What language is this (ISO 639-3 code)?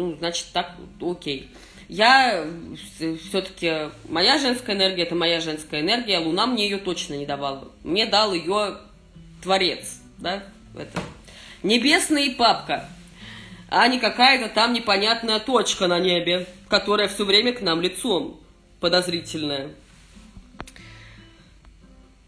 rus